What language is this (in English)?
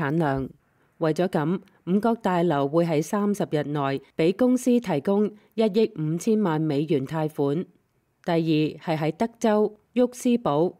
Cantonese